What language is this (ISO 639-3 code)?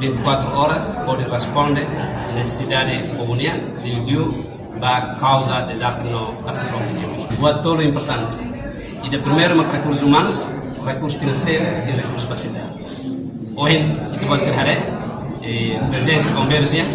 tet